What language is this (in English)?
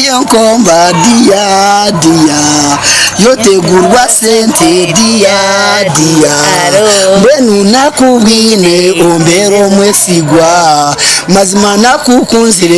Nyankole